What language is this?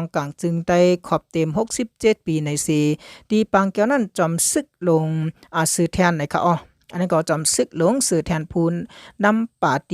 Shan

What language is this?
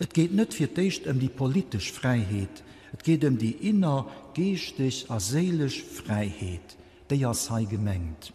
Luxembourgish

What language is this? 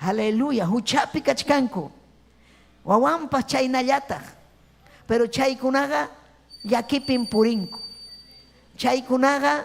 Ayacucho Quechua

